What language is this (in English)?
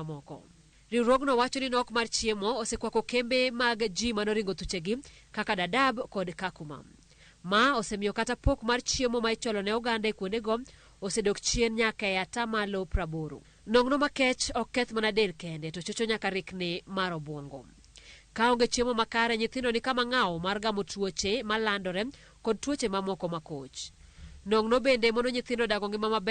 Luo (Kenya and Tanzania)